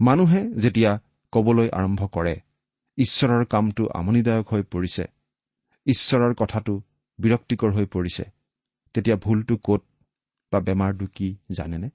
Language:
Assamese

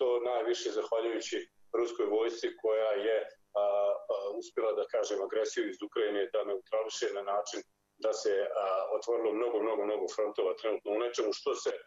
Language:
Bosnian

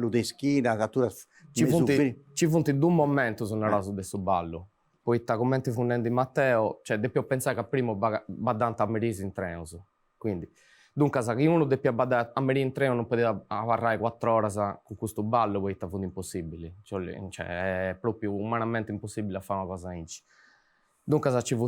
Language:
Sardinian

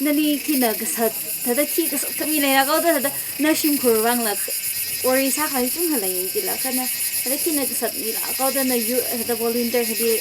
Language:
Tangkhul Naga (India)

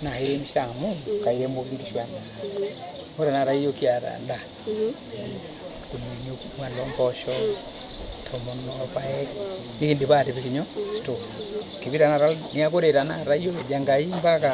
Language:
Masai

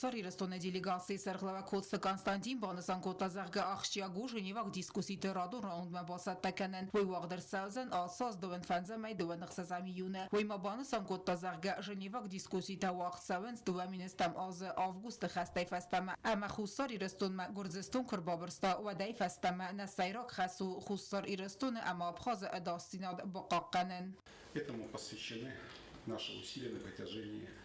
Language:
Ossetic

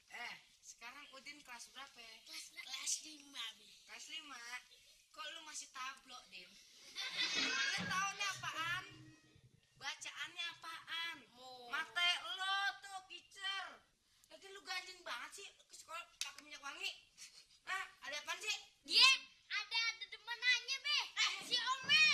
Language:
Betawi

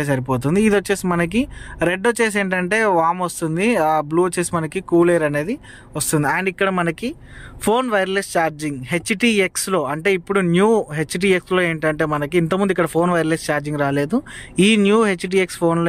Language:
Telugu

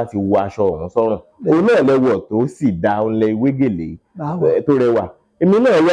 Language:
Yoruba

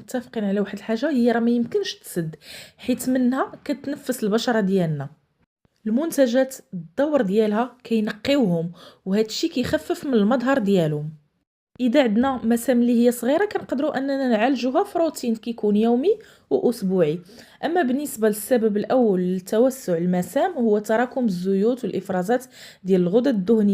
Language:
Moroccan Arabic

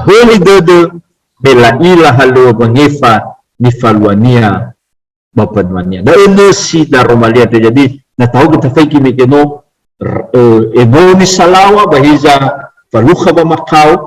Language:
Nias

